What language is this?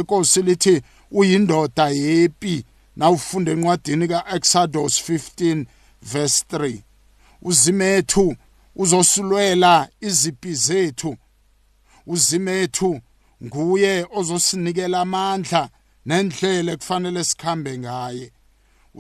South Ndebele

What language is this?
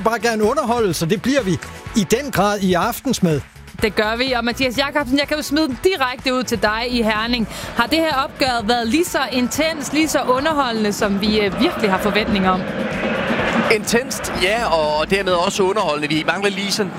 Danish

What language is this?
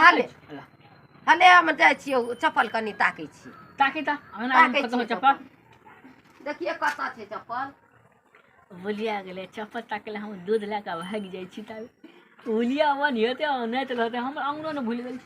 Maithili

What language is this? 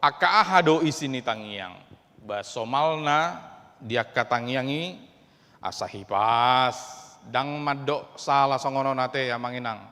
Batak Toba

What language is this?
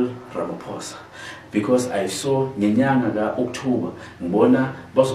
Zulu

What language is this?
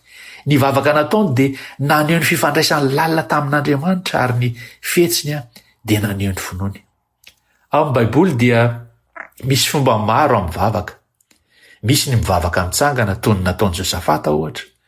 Malagasy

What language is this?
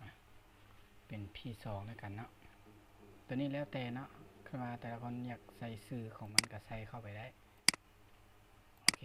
Lao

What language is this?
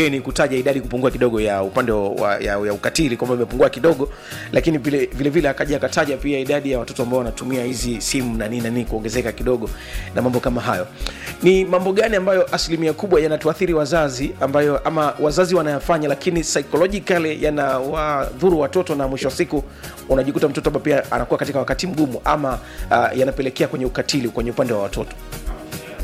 Swahili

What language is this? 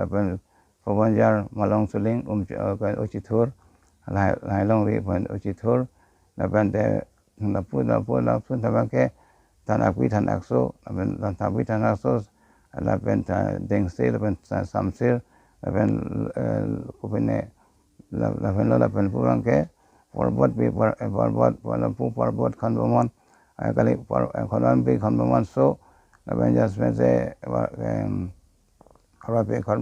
Karbi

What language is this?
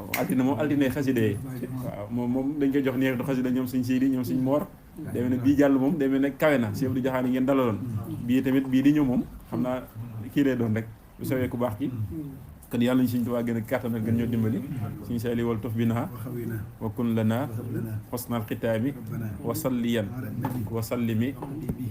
Wolof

